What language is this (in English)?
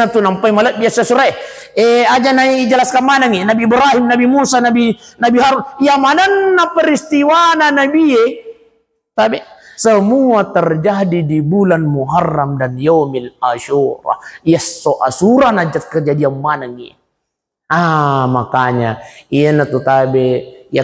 Buginese